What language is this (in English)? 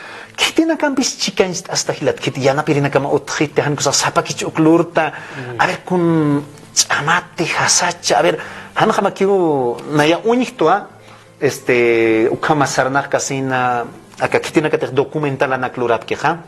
Aymara